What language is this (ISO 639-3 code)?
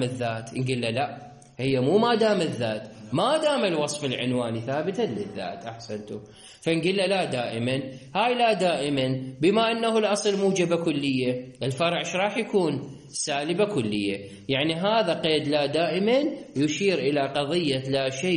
acm